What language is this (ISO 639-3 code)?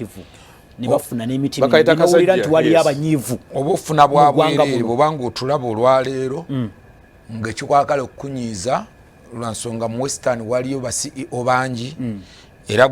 lug